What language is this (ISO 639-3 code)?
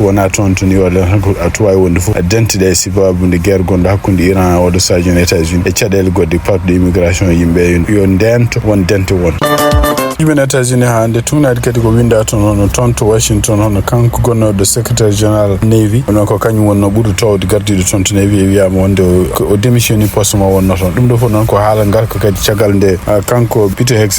ful